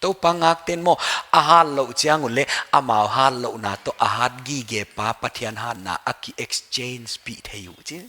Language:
Paite Chin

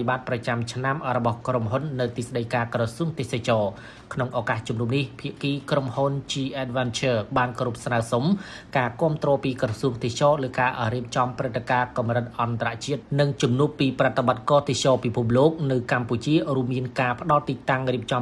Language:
Khmer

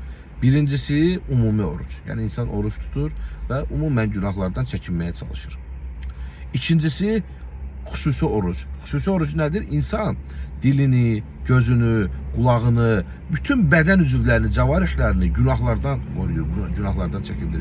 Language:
Azerbaijani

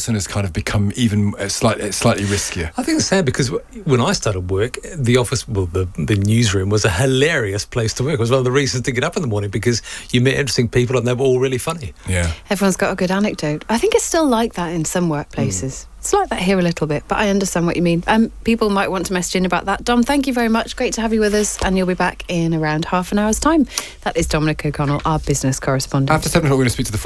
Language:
English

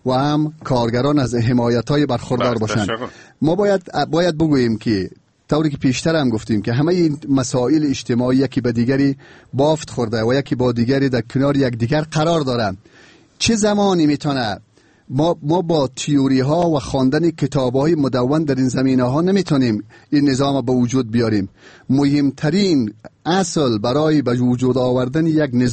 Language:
Persian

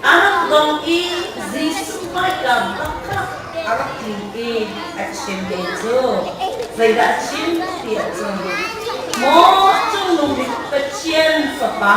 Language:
Hakha Chin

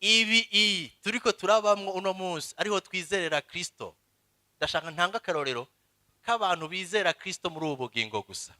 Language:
Rundi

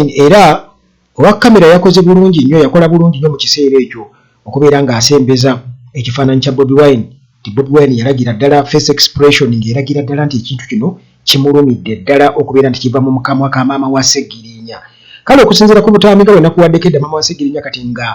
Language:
Ganda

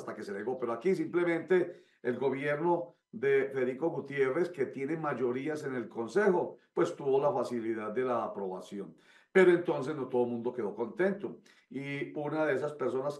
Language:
Spanish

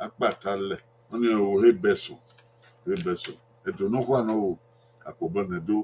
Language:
Bini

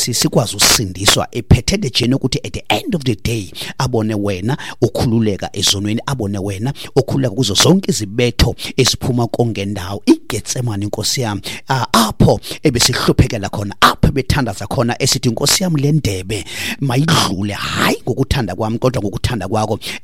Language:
Xhosa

